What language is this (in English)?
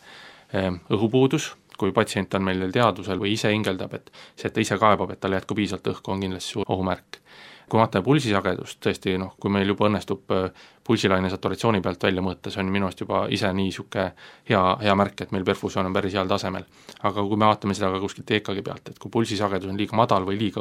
Estonian